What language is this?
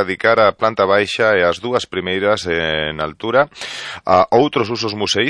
Galician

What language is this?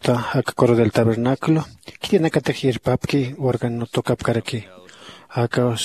Aymara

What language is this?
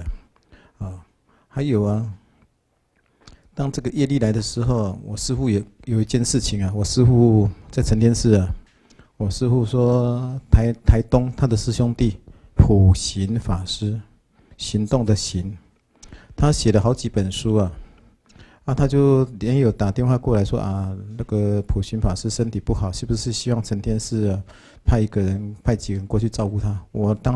Chinese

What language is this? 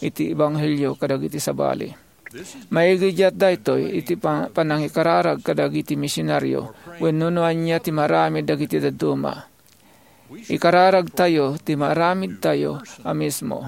Iloko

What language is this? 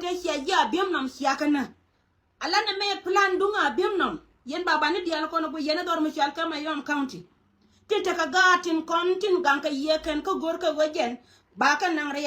Nuer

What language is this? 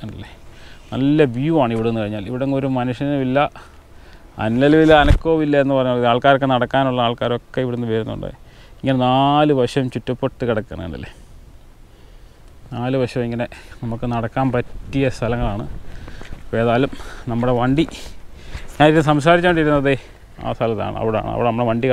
Malayalam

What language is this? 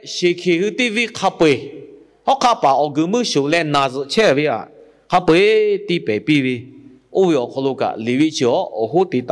Lahu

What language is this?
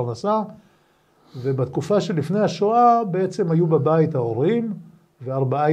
Hebrew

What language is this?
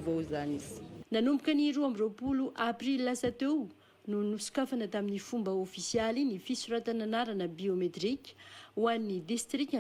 Malagasy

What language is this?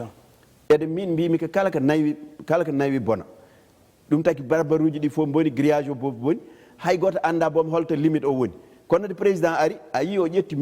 Fula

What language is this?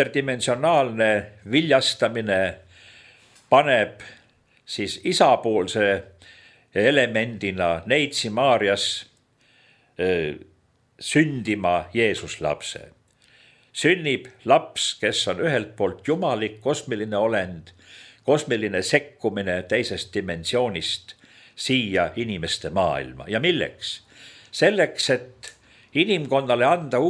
Estonian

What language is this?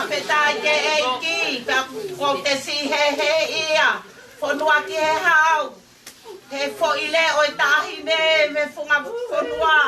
Tongan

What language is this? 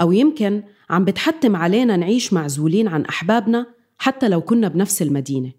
North Levantine Arabic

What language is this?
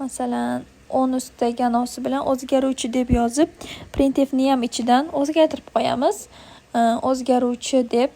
Uzbek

